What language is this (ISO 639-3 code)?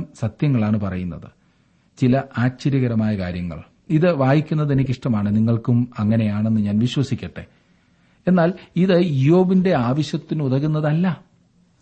mal